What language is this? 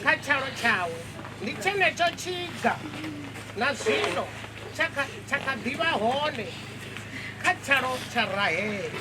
Venda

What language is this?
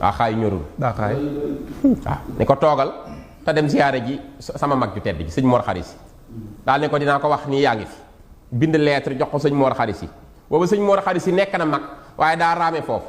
Wolof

